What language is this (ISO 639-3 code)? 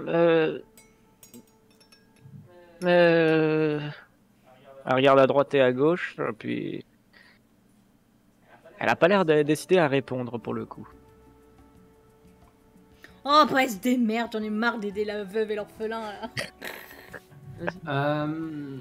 fra